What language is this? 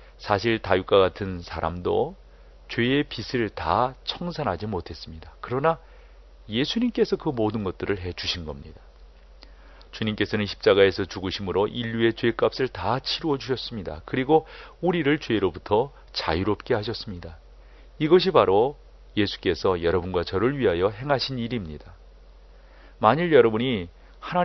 Korean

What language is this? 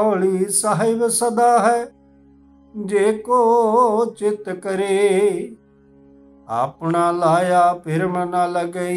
Punjabi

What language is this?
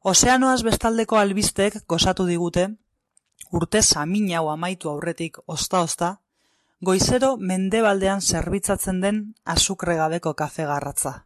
Basque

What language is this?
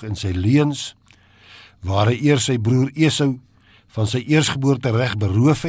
Afrikaans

